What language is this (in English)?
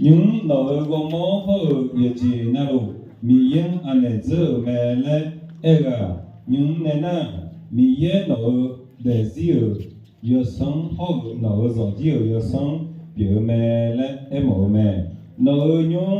Akha